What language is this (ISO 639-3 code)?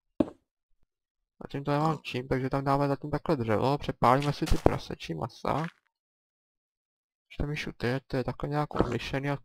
ces